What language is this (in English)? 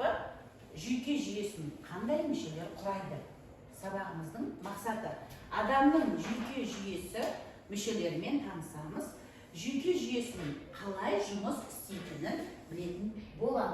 Kazakh